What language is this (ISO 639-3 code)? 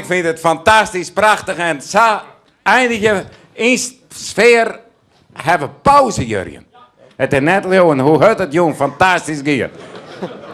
fry